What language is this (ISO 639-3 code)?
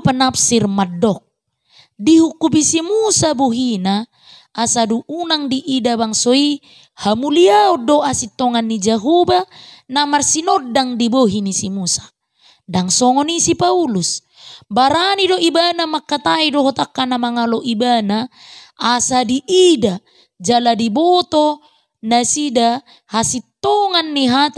bbc